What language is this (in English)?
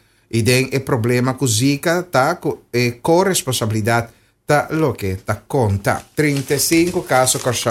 Papiamento